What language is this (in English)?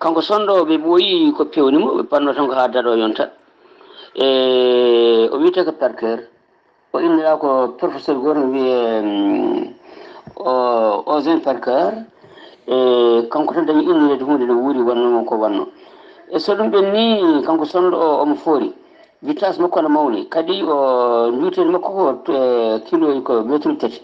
Fula